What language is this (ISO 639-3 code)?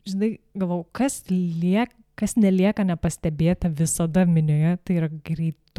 lit